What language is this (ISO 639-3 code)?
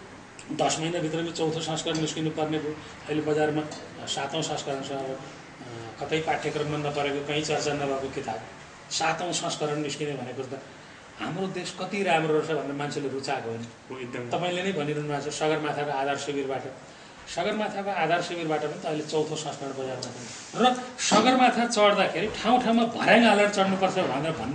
nep